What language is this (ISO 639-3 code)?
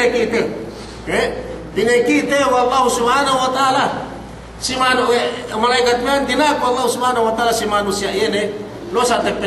yka